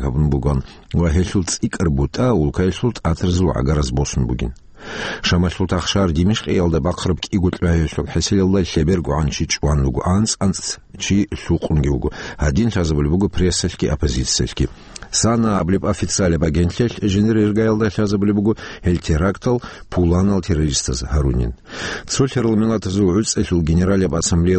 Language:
Avaric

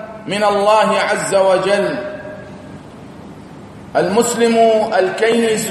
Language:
Arabic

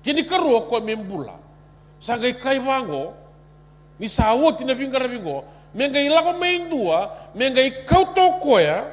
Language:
Fijian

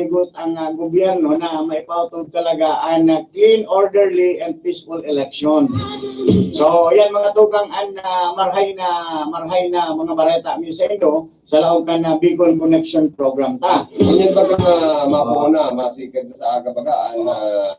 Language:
Bikol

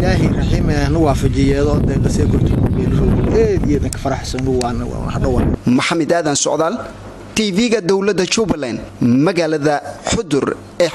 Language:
Somali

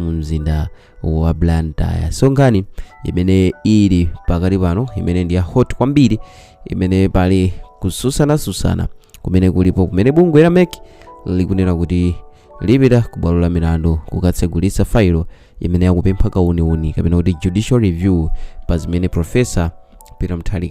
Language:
Nyanja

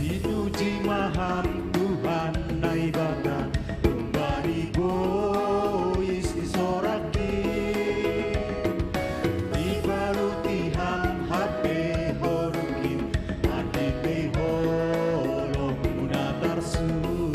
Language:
Batak Simalungun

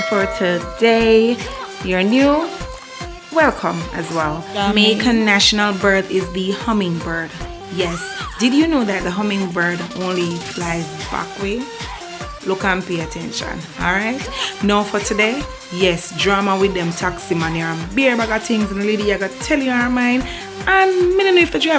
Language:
Jamaican Creole English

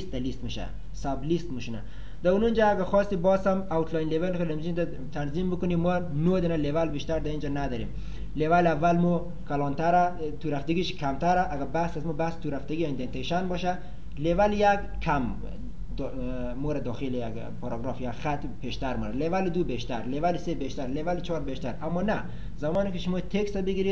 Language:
Persian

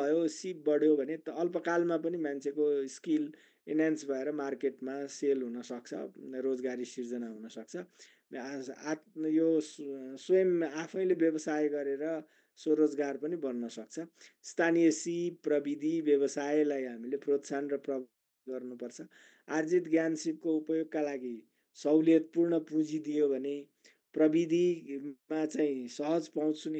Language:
Nepali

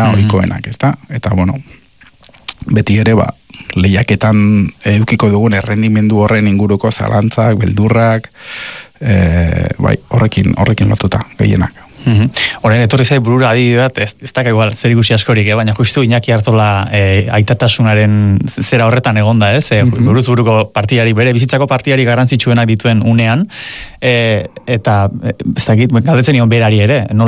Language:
Basque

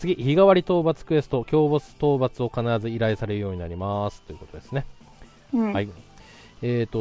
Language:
Japanese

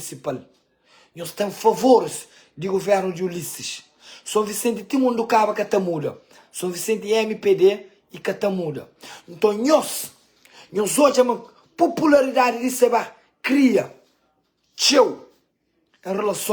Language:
Kabuverdianu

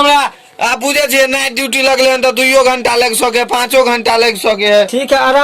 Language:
Maithili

